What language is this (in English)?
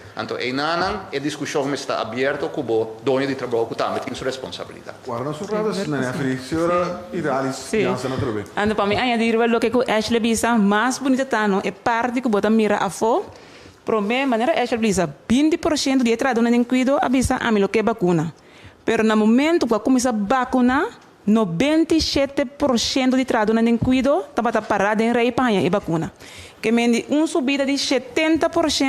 Papiamento